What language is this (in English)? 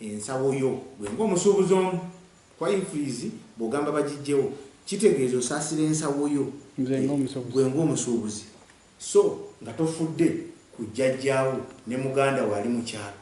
Ganda